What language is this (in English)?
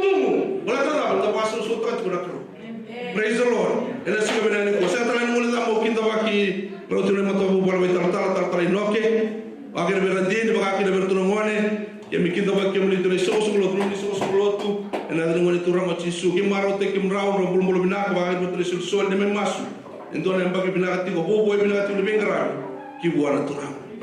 Fijian